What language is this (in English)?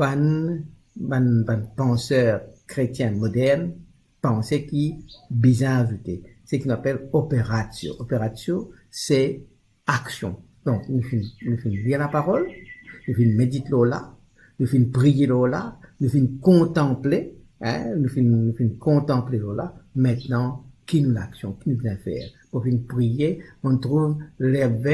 Morisyen